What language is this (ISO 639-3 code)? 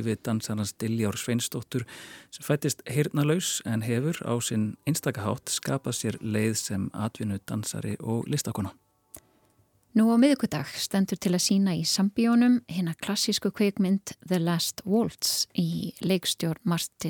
isl